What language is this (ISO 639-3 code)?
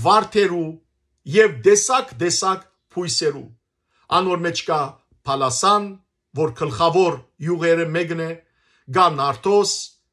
hyw